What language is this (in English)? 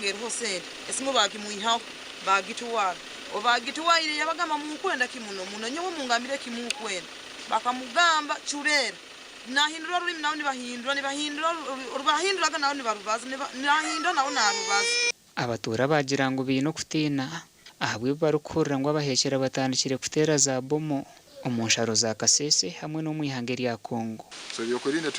Nyankole